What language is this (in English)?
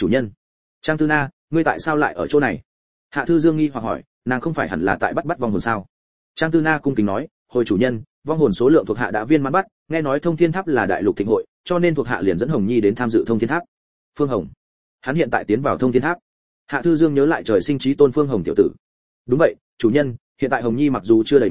Vietnamese